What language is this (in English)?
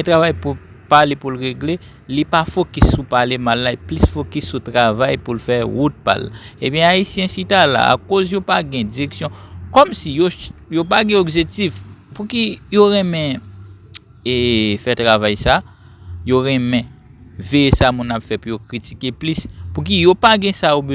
Haitian Creole